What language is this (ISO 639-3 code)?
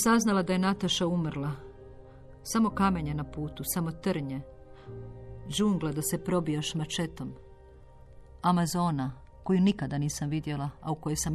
hrv